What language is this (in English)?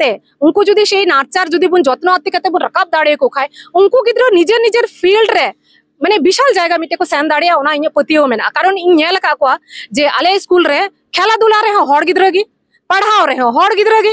Santali